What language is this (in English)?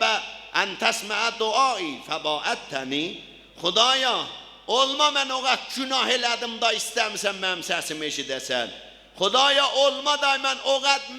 South Azerbaijani